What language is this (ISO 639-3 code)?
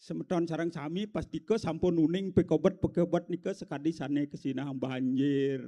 ban